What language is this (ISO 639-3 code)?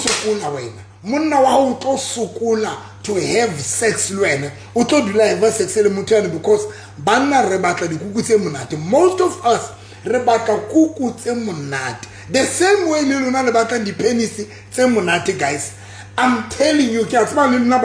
sot